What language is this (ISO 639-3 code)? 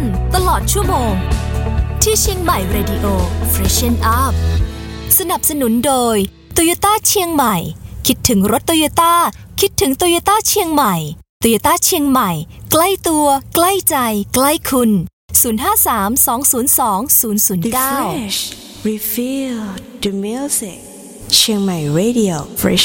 tha